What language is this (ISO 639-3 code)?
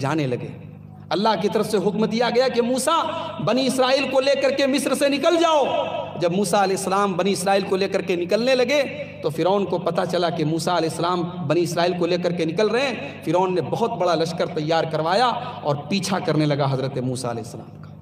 urd